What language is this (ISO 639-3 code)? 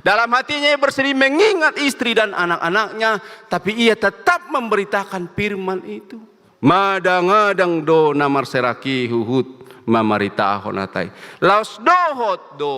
bbc